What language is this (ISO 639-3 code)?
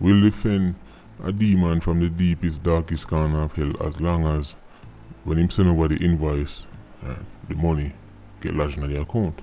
jam